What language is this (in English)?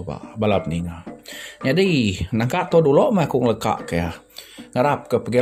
Iban